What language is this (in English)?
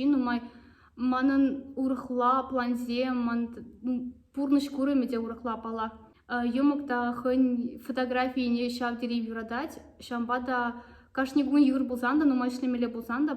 Chuvash